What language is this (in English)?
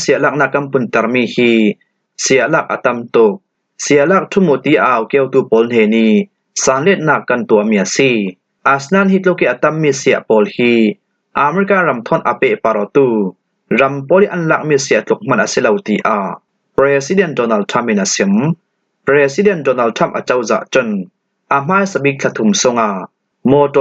Falam Chin